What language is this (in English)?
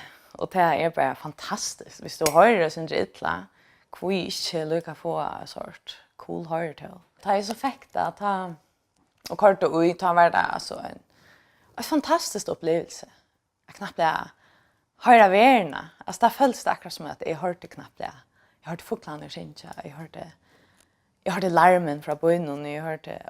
Faroese